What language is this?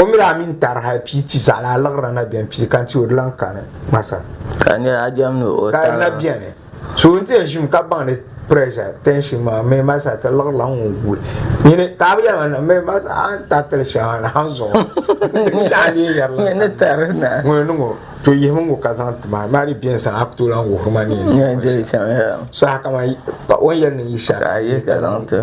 Dagbani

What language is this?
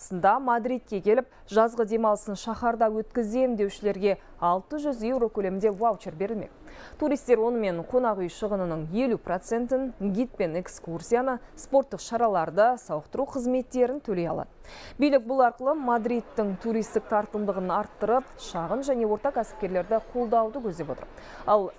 Kazakh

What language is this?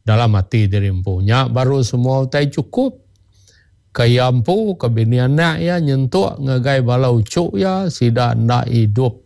Iban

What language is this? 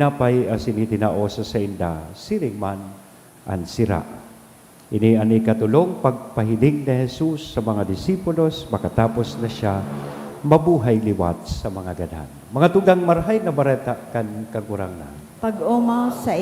Bikol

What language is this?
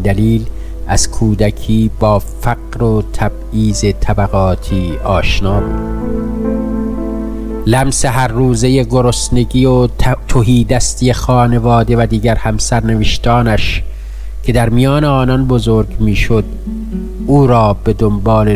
Persian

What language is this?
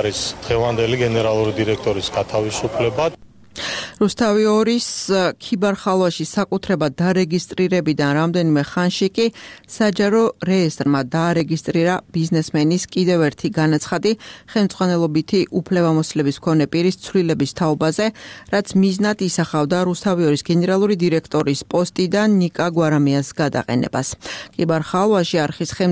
Georgian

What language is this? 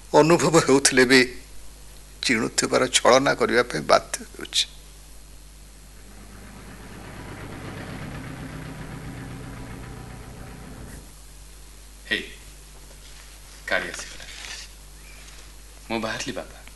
Odia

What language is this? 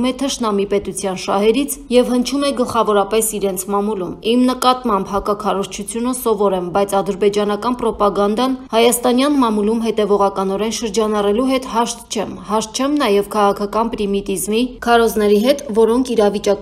Armenian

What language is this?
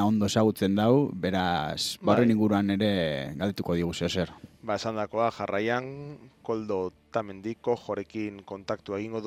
Basque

